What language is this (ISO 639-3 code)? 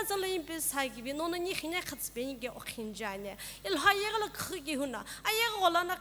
nsm